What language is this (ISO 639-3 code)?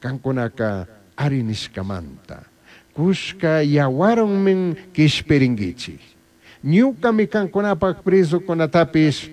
qug